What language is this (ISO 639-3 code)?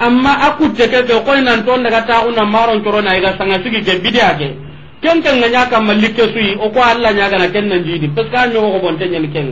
snk